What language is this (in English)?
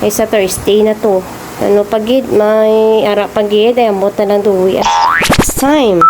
Hiligaynon